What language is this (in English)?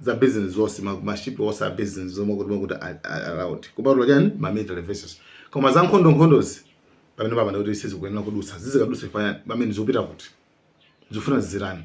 Nyanja